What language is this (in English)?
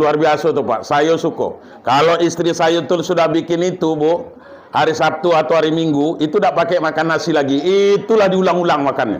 Minangkabau